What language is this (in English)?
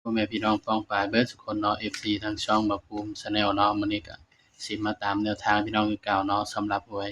Northeastern Thai